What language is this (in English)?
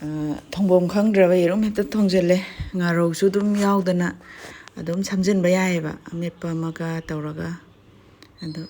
Manipuri